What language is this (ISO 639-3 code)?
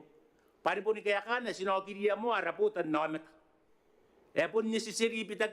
gil